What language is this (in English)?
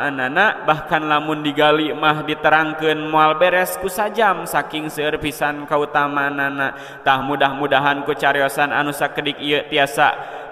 Sundanese